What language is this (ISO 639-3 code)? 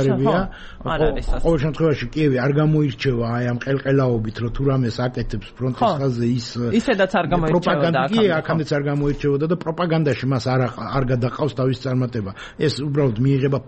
kat